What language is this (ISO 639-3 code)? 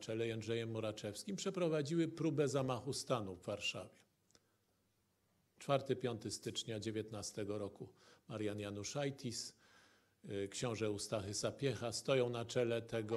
pol